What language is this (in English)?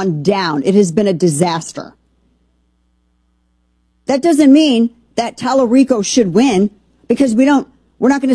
English